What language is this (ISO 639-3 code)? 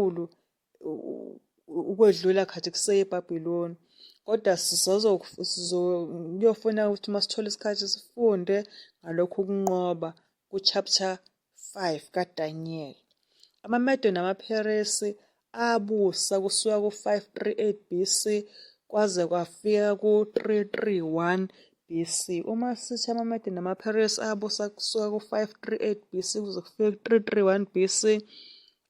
zul